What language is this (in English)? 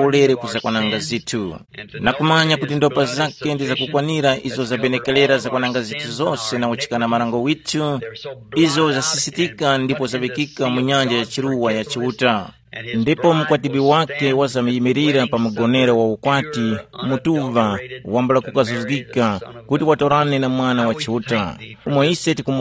Tumbuka